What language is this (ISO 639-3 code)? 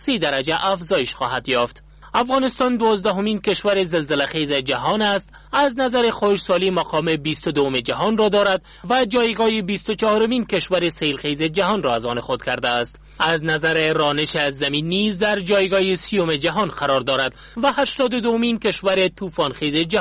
fas